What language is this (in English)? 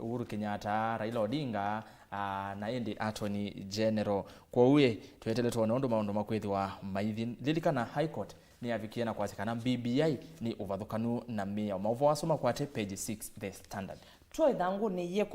Kamba